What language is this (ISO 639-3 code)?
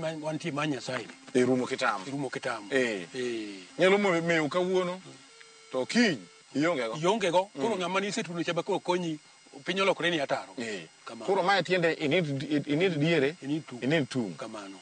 luo